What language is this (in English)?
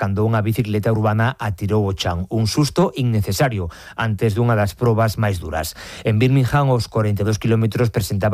Galician